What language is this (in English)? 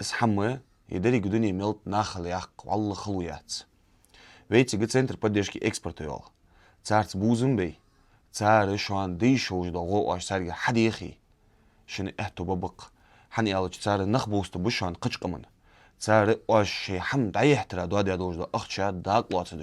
Ingush